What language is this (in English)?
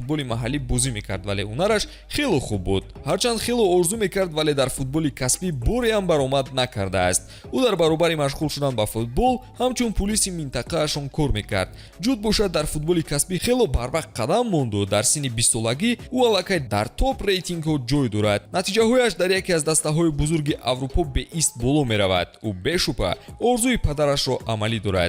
Tajik